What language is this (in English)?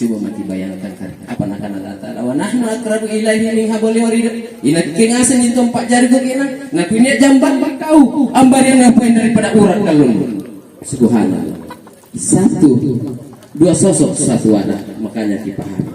Makasar